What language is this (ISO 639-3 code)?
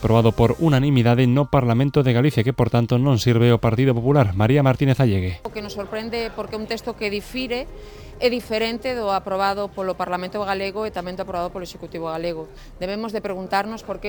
glg